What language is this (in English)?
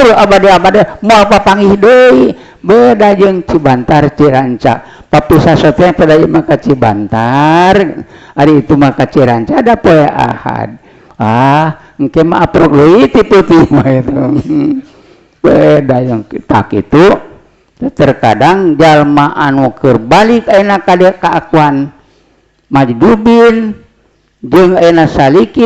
Sundanese